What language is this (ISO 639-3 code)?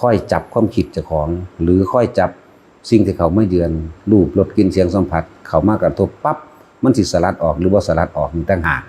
tts